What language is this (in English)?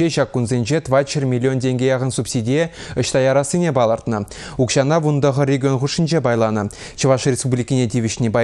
Chuvash